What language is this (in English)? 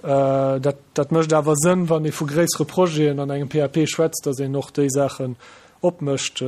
Luxembourgish